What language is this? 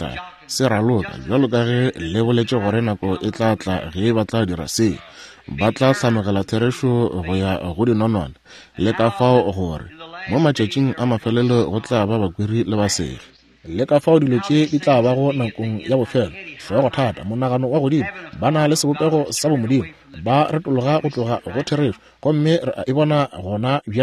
Northern Sotho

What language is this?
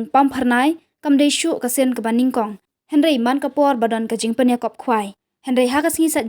Khasi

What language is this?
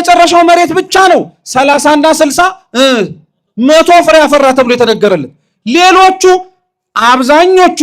Amharic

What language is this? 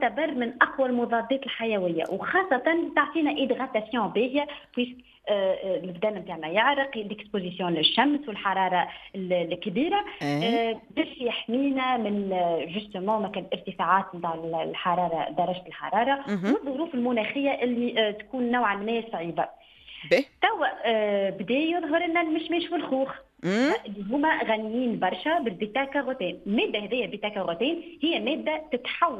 Tunisian Arabic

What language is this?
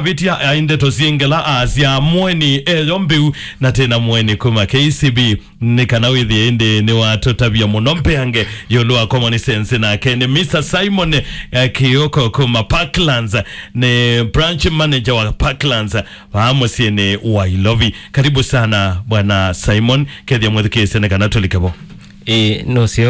Kamba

